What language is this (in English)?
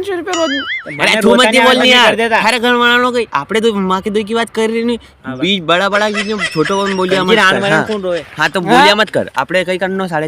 Rajasthani